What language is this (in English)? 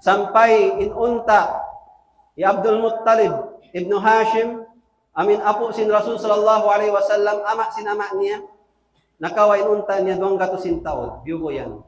Tausug